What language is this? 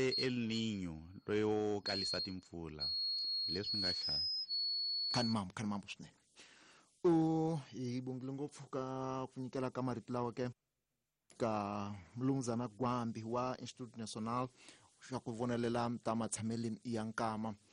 Tsonga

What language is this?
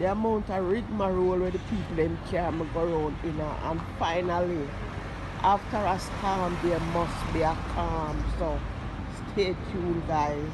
Jamaican Creole English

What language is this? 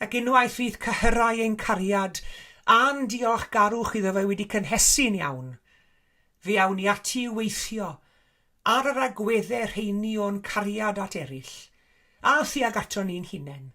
Welsh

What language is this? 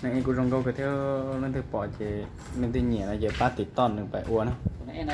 Hmong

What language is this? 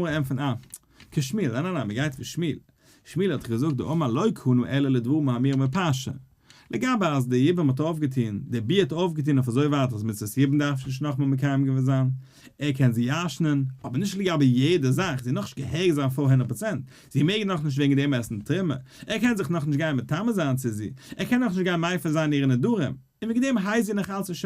Yiddish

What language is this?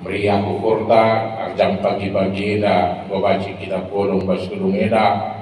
Batak Karo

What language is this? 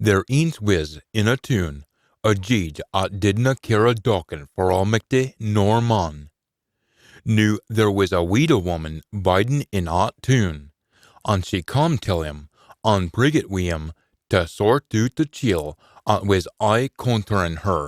Scots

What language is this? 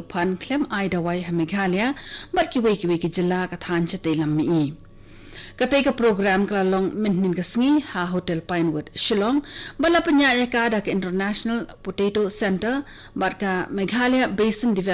Khasi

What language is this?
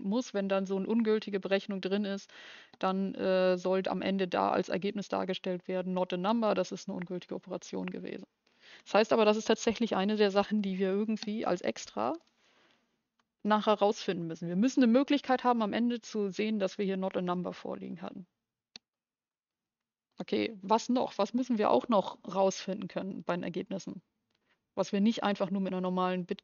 German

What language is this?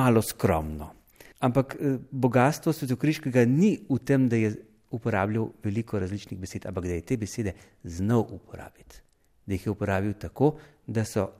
Slovenian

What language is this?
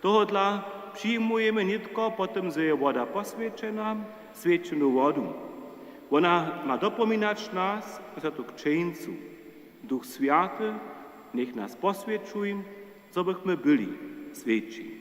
Upper Sorbian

